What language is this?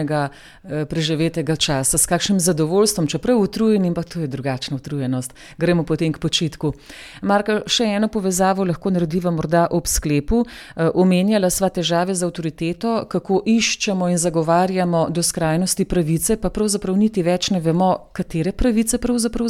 Slovenian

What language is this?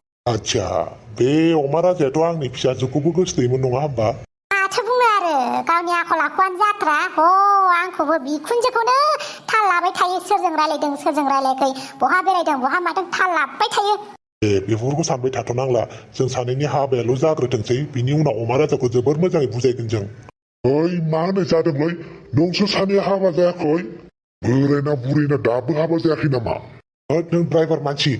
Bodo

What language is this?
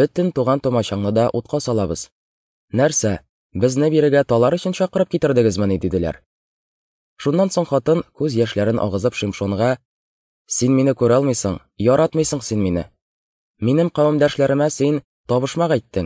Tatar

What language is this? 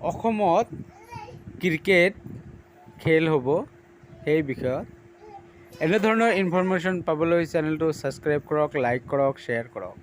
Assamese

